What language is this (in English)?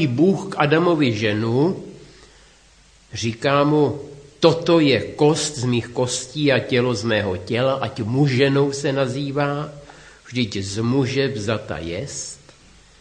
Czech